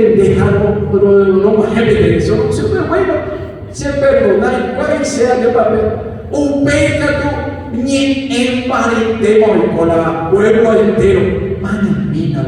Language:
Guarani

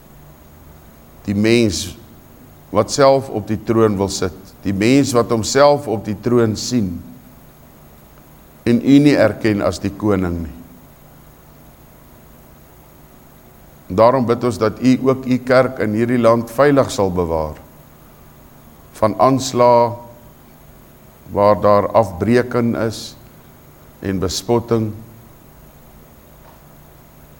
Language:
Afrikaans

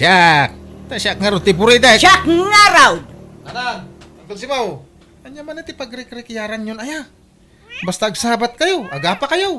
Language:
Iloko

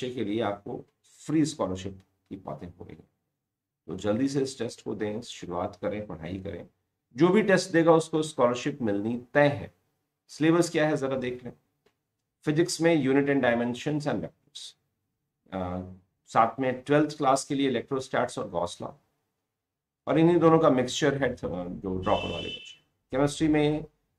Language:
Hindi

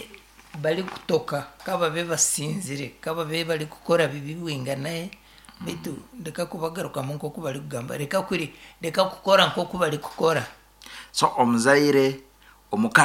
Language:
Nyankole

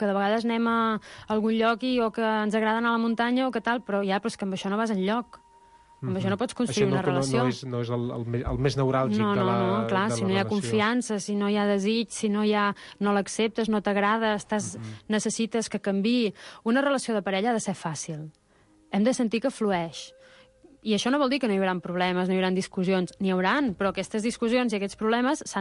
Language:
Catalan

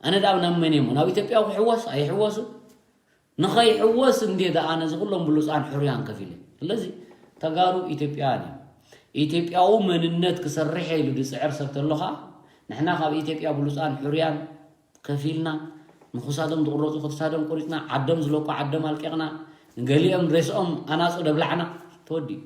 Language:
Tigrinya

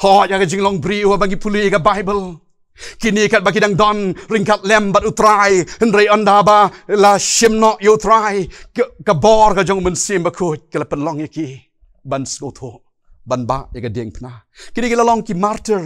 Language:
Khasi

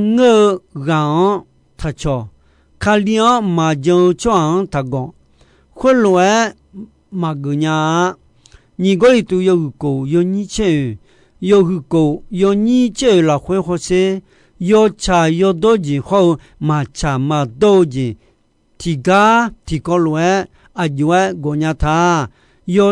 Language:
Akha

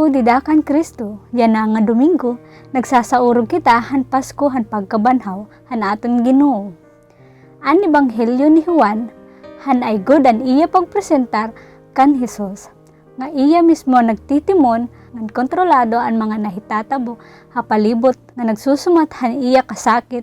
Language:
Waray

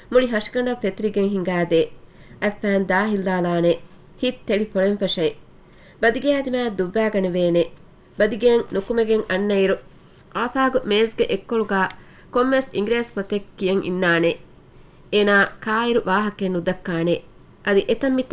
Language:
Divehi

